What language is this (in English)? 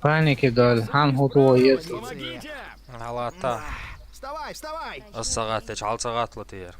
Chechen